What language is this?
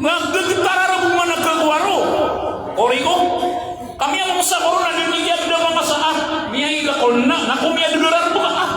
Maranao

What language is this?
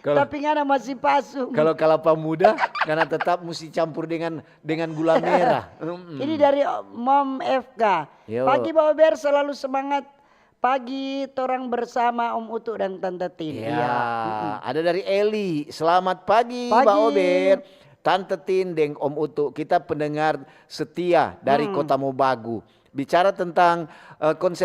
Manado Malay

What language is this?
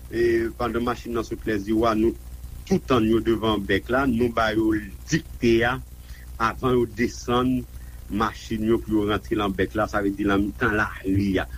Haitian Creole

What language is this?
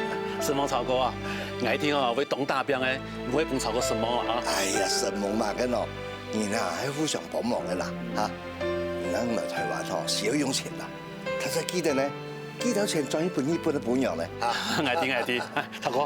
Hakka Chinese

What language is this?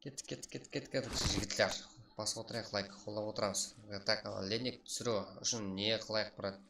Kara-Kalpak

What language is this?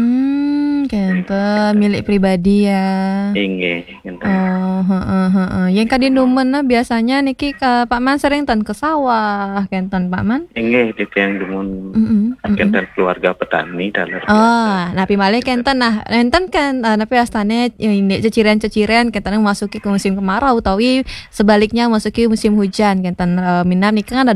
Balinese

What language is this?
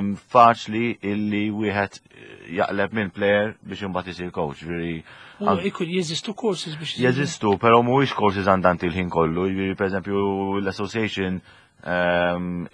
Maltese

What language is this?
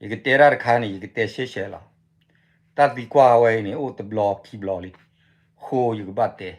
S'gaw Karen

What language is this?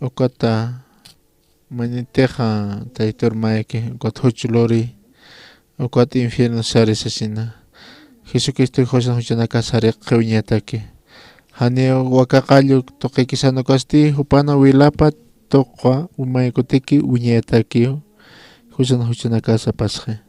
Aymara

